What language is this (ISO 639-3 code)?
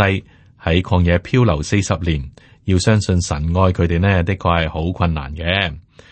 yue